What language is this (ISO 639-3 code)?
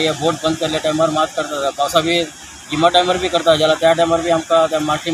kok